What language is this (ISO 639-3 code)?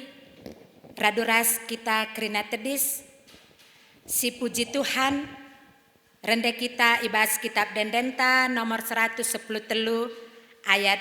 btx